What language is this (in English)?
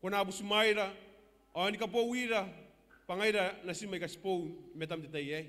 Gilbertese